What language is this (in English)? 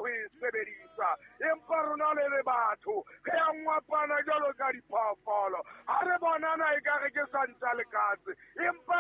Southern Sotho